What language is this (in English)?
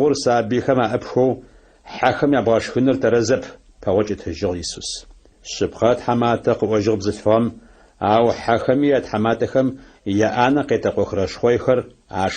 Adyghe